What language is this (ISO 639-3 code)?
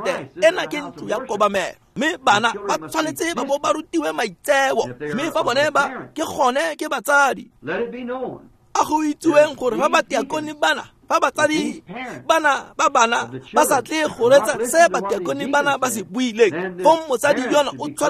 tsn